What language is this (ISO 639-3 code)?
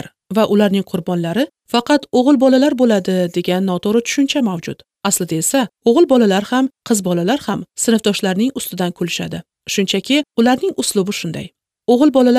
uzb